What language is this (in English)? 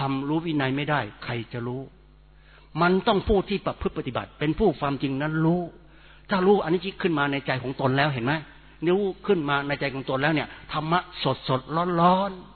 Thai